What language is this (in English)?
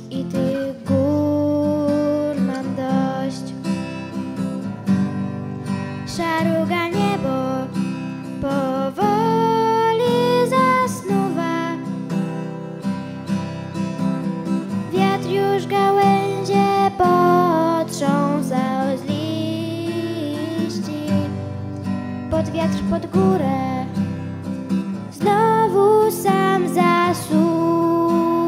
Polish